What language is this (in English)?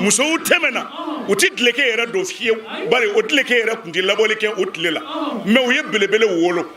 Bambara